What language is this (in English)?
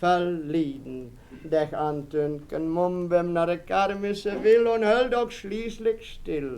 Westphalien